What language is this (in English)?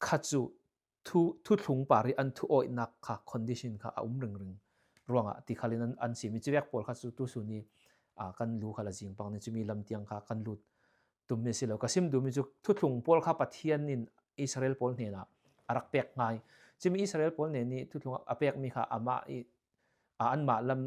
Falam Chin